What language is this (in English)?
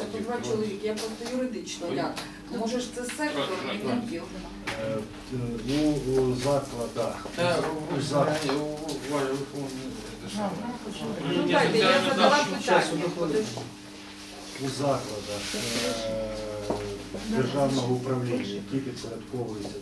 Ukrainian